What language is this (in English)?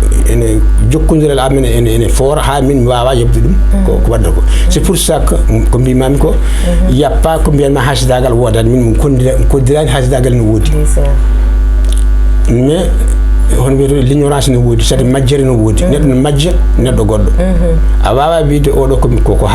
Fula